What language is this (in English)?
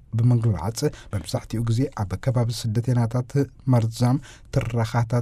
Tigrinya